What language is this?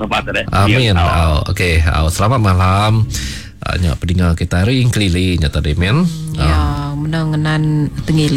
Iban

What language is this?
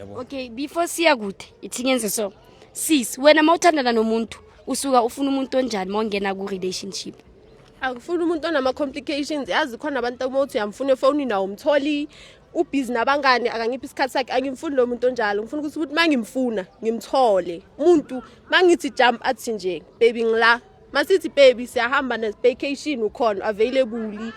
Zulu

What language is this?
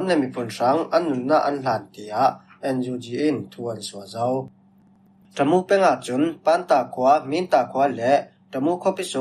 Falam Chin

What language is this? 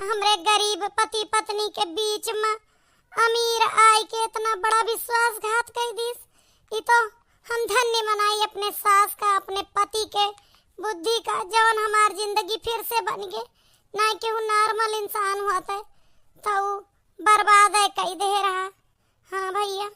Awadhi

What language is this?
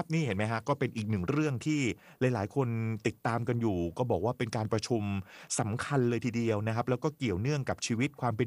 Thai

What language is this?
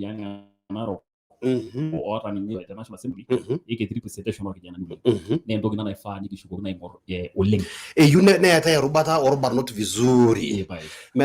Masai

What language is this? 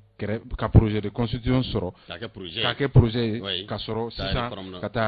Bambara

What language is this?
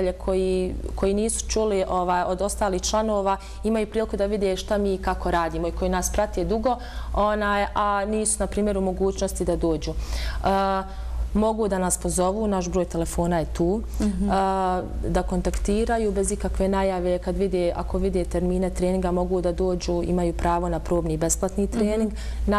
Bosnian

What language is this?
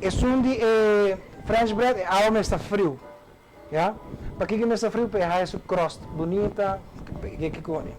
Papiamento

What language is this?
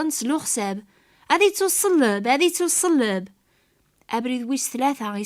Kabyle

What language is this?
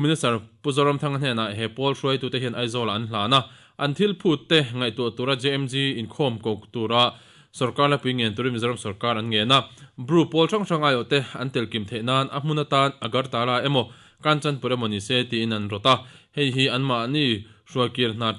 Mizo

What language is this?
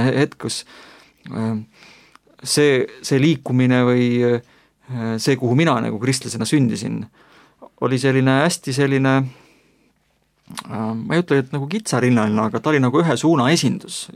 Estonian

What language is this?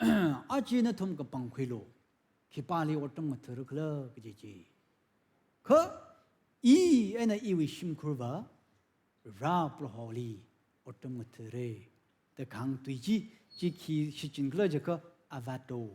Tangkhul Naga (India)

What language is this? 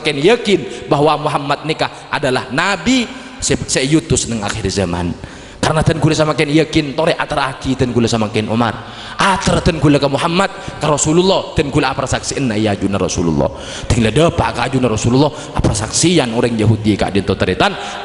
Madurese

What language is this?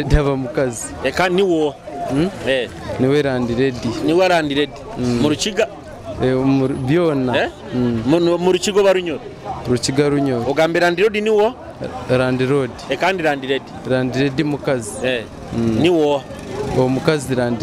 Nyoro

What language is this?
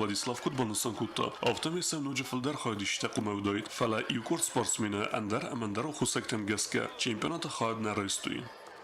Ossetic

